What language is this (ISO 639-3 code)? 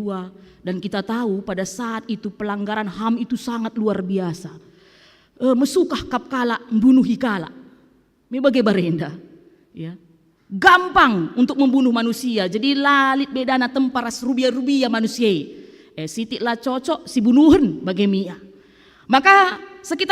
btx